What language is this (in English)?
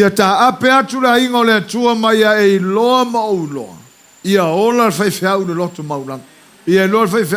Samoan